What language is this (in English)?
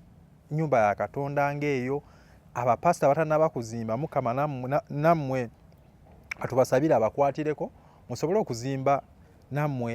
Ganda